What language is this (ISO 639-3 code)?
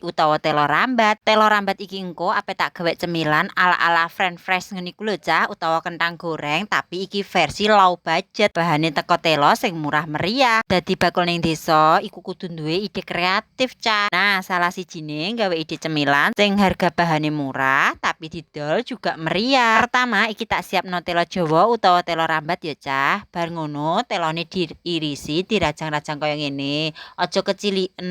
jav